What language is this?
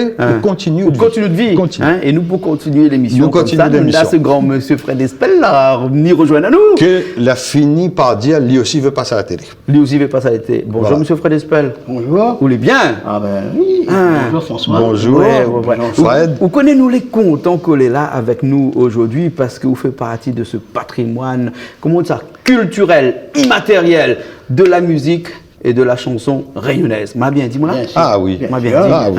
Réunion Creole French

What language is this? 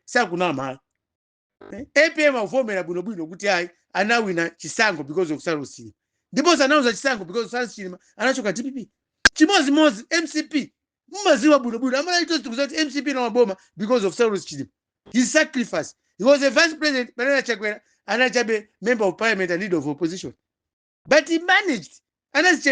Nyanja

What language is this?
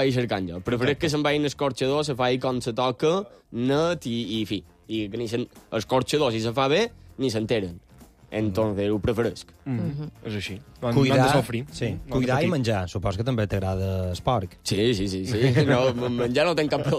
Catalan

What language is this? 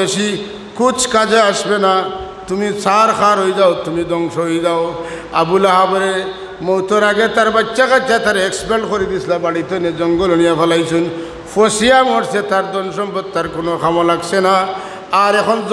Sylheti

